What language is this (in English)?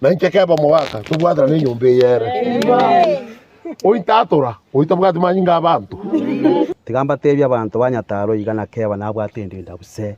Gusii